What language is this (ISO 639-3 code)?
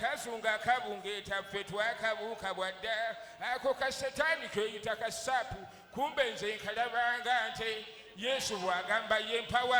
lug